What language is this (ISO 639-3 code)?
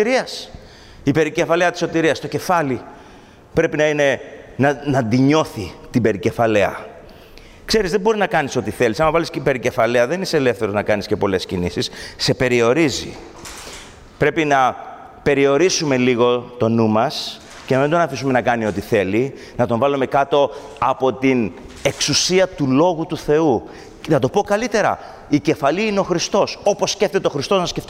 ell